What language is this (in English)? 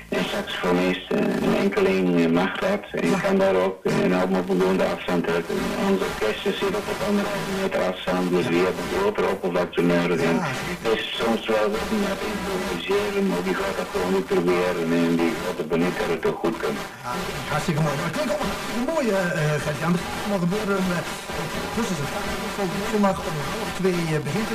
Dutch